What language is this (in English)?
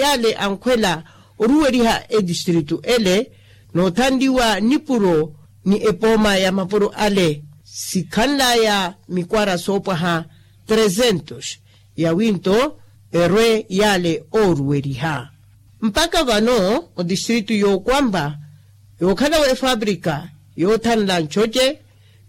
Makhuwa